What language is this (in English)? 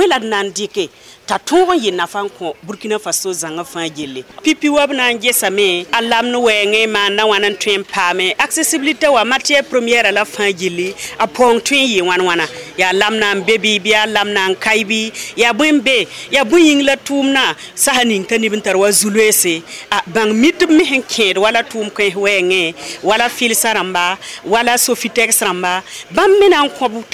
Mossi